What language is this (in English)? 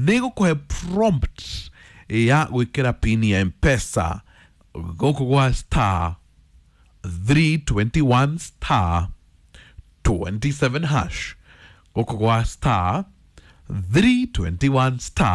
Kikuyu